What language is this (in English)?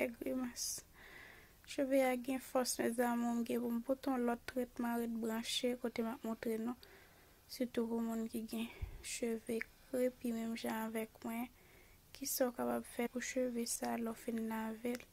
Haitian Creole